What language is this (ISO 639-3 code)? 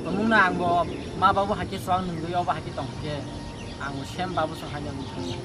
trp